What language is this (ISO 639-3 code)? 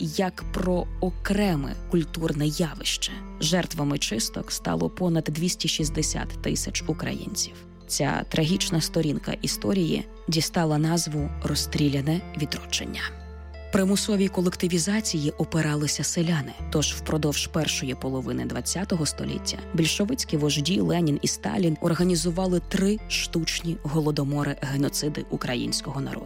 ukr